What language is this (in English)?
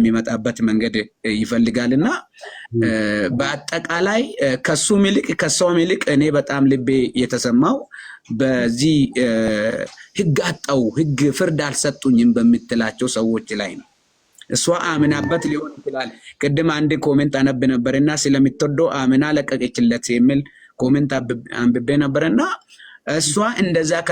Amharic